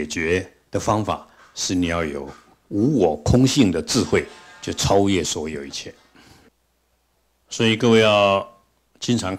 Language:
Chinese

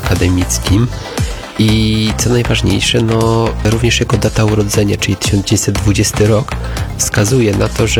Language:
Polish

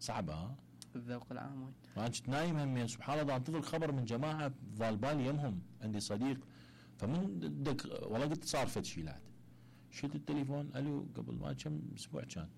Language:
Mesopotamian Arabic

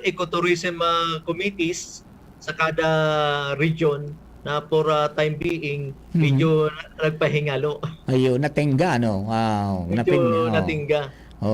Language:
Bikol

